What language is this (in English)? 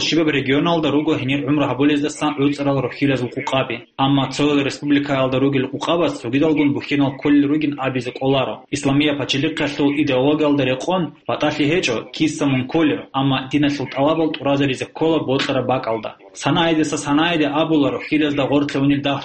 Avaric